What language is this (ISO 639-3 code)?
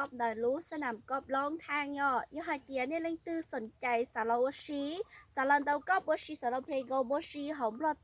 hmn